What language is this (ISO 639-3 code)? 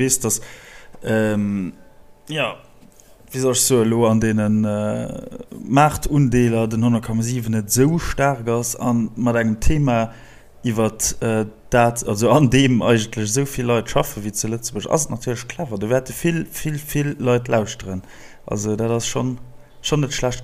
ltz